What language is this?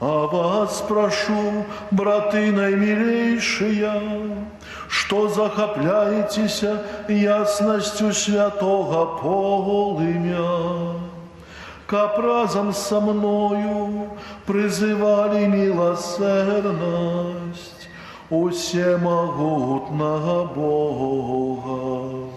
Belarusian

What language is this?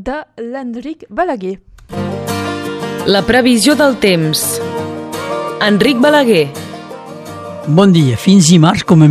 Catalan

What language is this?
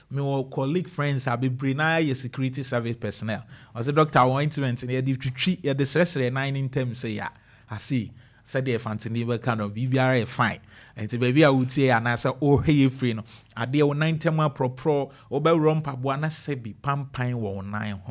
Akan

